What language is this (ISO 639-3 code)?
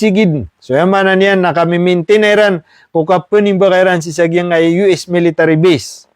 mrw